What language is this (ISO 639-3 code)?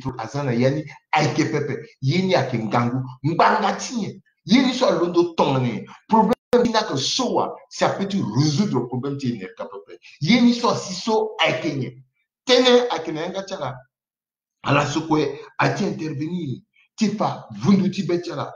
sag